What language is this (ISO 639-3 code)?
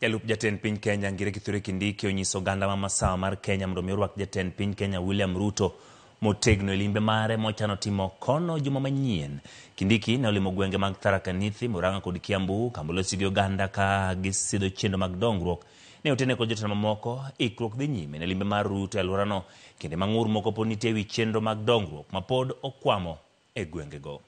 luo